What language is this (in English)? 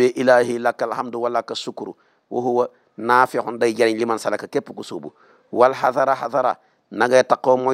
Wolof